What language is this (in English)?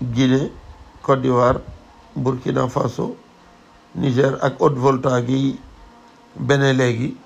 Wolof